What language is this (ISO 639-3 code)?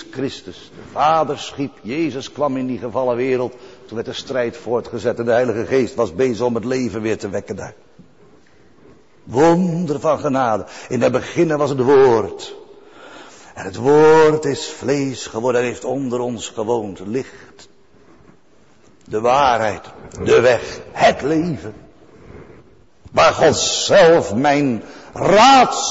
nld